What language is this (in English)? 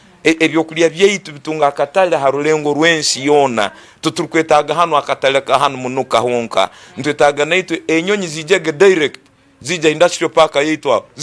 Tooro